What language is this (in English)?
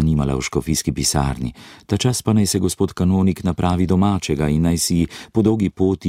Slovenian